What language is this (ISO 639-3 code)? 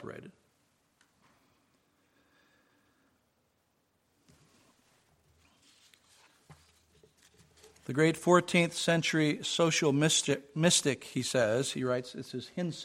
eng